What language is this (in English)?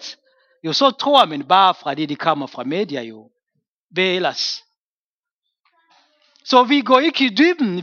Danish